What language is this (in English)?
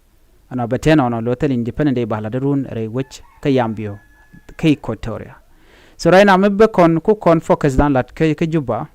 Nuer